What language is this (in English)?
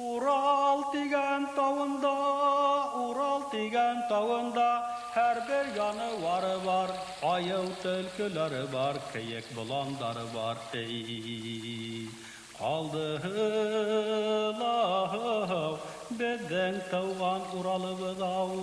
Bashkir